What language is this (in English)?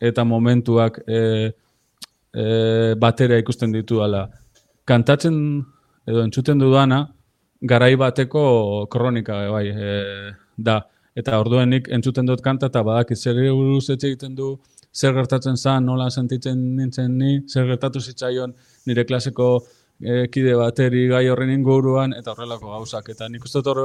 Basque